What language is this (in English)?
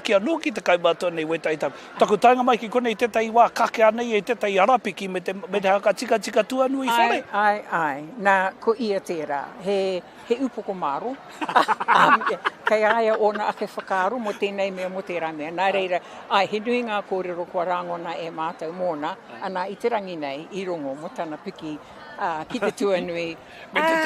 Māori